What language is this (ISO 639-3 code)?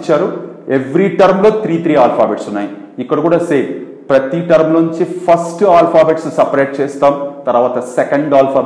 tel